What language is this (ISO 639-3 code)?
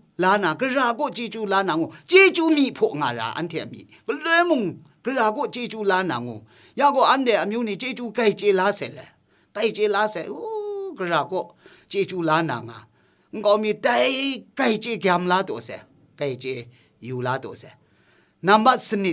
kac